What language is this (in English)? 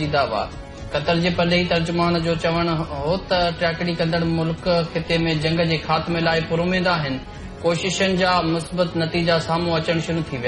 Sindhi